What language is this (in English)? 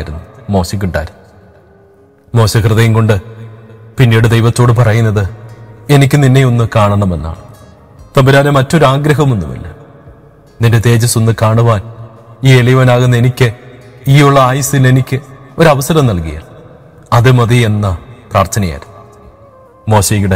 Malayalam